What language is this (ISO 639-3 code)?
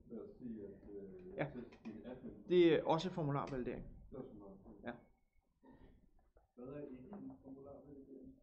dan